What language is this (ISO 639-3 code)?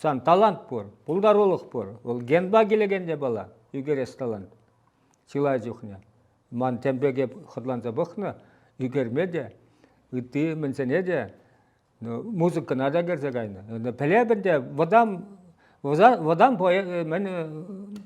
chv